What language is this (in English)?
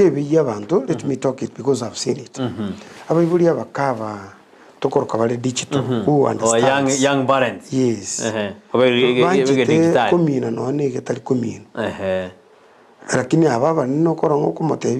Gusii